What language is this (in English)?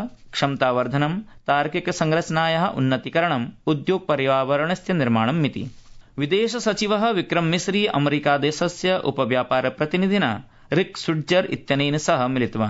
Sanskrit